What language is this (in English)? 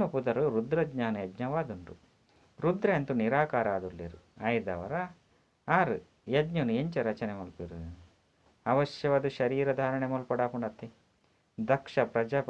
Tulu